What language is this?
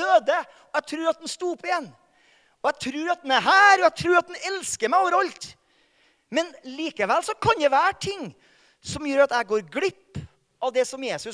Norwegian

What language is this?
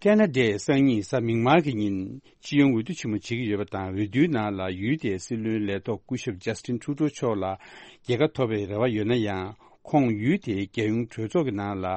Tibetan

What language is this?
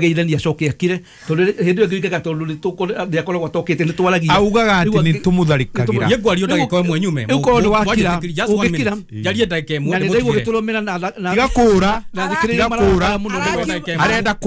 Kikuyu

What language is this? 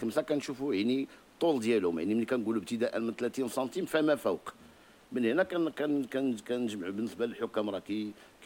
Moroccan Arabic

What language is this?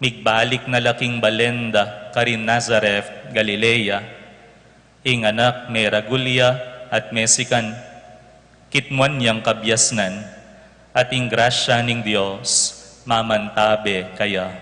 Pampanga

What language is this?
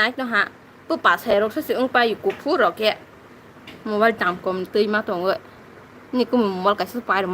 Kok Borok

